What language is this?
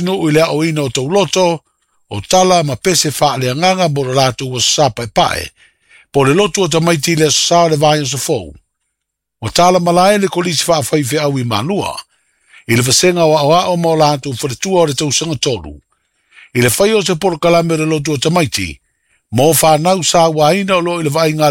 Samoan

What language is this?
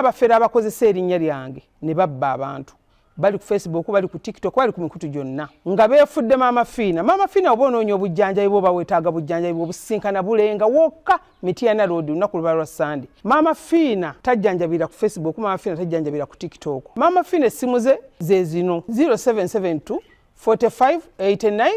Ganda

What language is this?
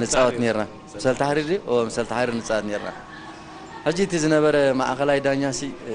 Tigrinya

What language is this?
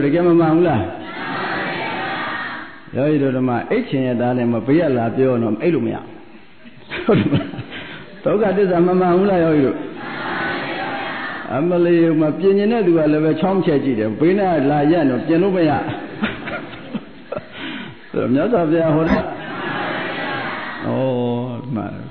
Burmese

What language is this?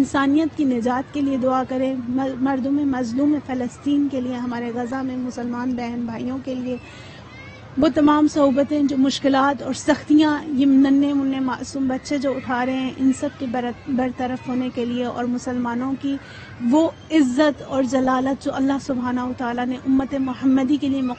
Urdu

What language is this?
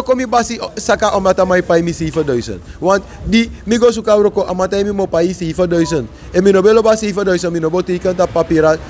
Sranan Tongo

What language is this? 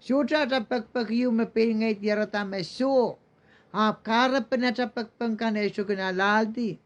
Pohnpeian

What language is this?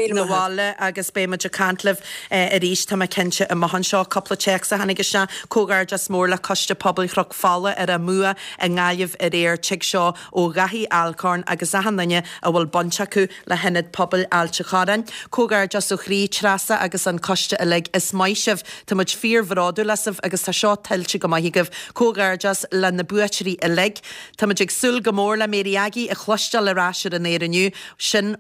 Irish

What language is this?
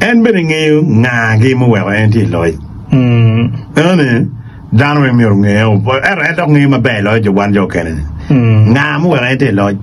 Acoli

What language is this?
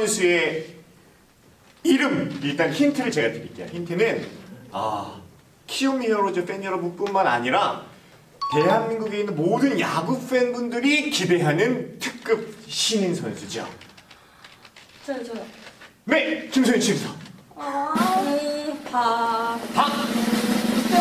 Korean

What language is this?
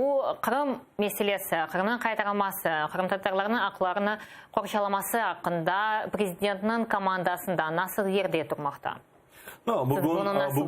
Crimean Tatar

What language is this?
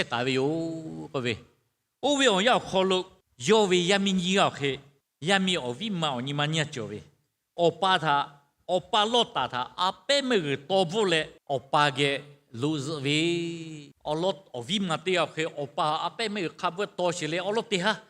Lahu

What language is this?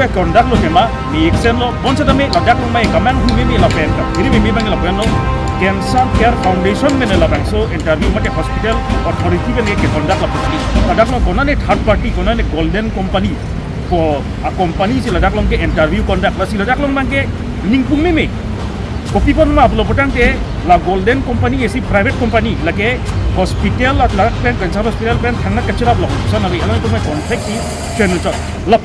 Karbi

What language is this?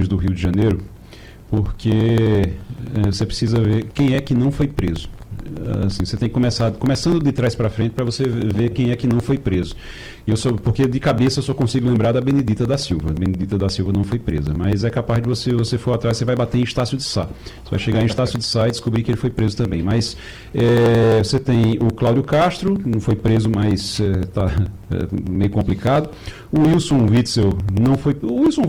Portuguese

